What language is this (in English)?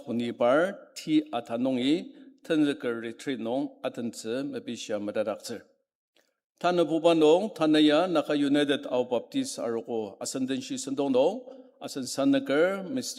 Ao Naga